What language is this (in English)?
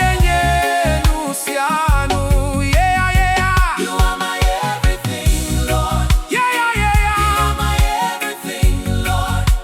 Ewe